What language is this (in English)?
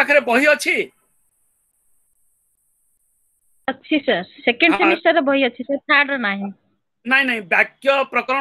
Odia